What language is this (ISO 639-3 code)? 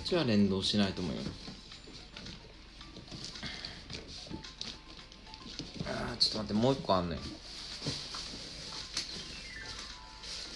jpn